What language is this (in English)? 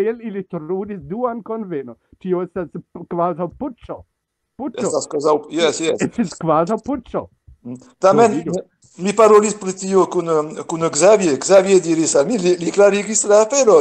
Esperanto